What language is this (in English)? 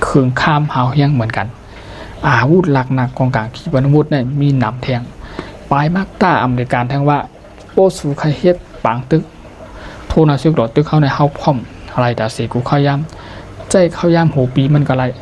Shan